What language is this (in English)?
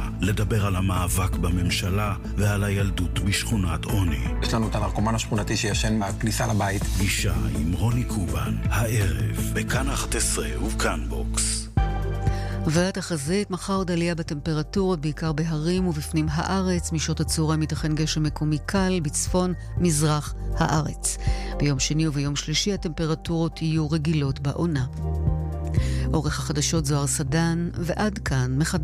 Hebrew